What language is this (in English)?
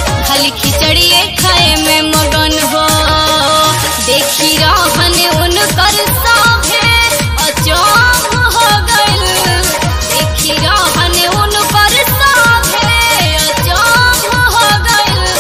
Bhojpuri